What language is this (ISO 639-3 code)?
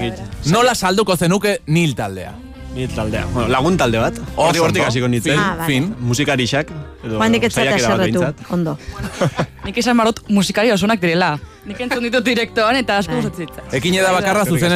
eus